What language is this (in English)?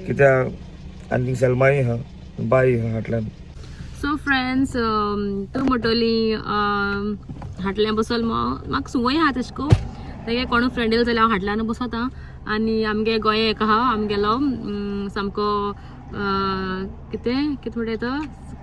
Konkani